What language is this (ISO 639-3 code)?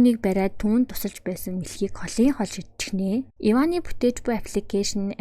mon